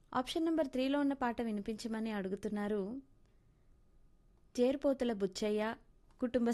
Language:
Telugu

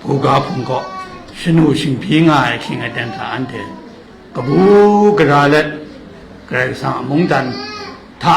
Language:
Kachin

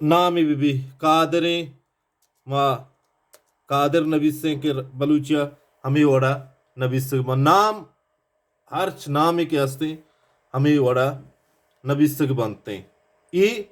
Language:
Baluchi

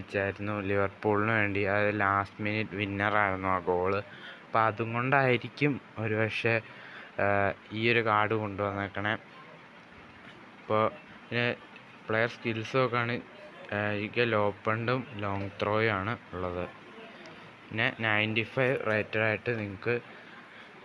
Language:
Malayalam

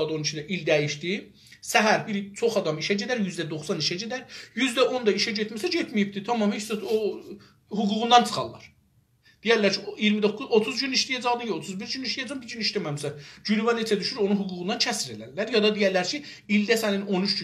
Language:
South Azerbaijani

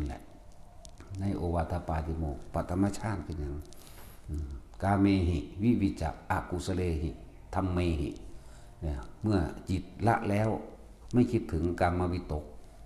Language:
Northeastern Thai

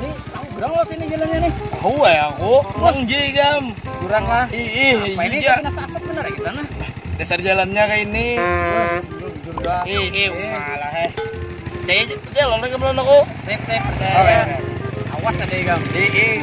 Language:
Banjar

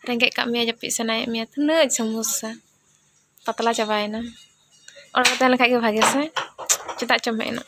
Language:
Santali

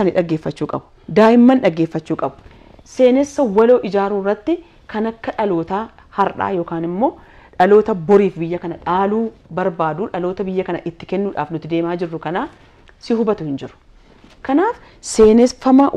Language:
Oromo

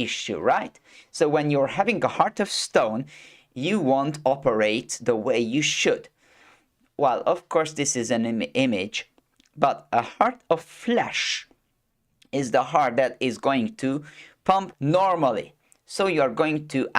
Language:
English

